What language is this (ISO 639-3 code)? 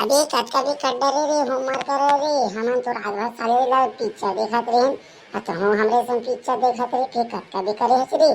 hne